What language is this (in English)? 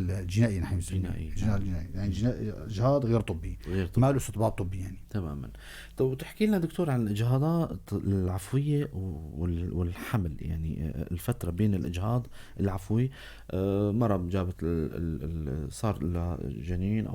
North Levantine Arabic